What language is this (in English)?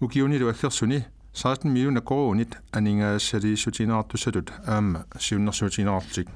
Kalaallisut